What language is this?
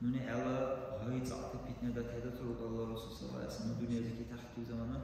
Dargwa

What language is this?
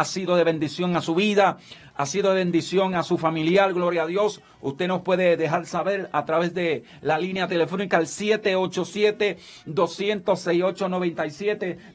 Spanish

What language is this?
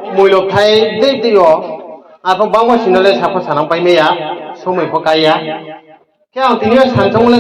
Riang (India)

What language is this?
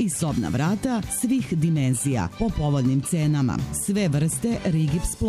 Serbian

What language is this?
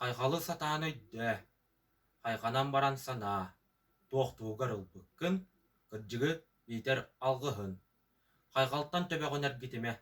Yakut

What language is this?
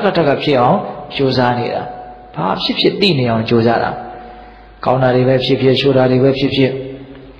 Burmese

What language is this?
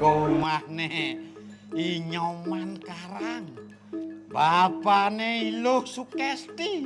Balinese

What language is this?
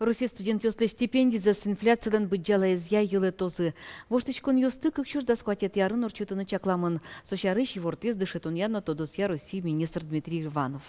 Udmurt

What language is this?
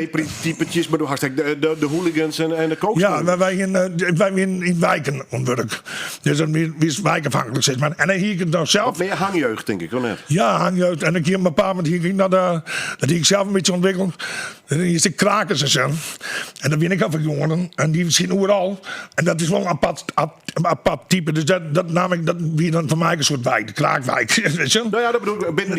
Western Frisian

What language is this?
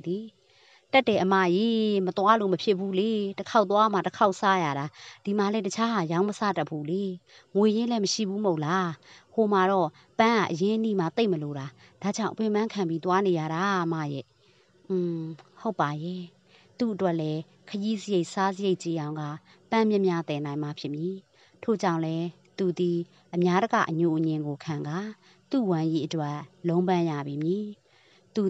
Burmese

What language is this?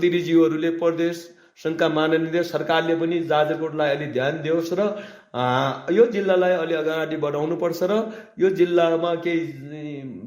Nepali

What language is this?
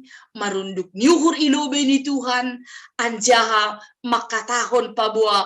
Batak Simalungun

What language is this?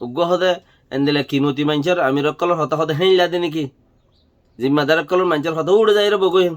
Rohingya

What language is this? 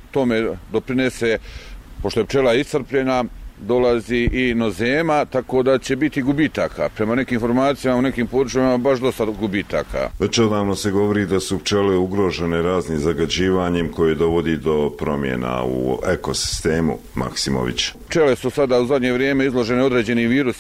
Bosnian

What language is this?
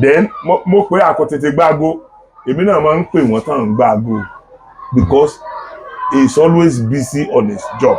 Yoruba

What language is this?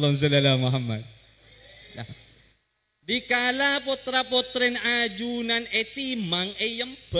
Madurese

